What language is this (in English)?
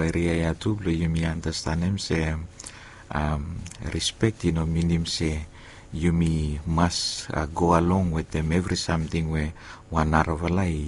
Bislama